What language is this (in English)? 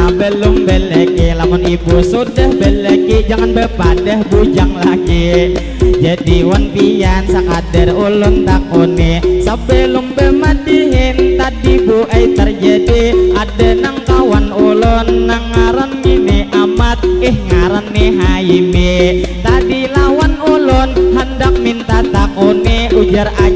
Banjar